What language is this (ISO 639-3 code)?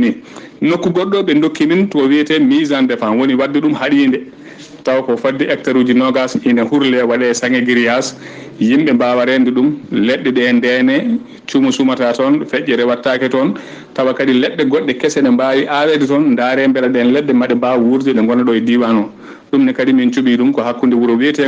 ful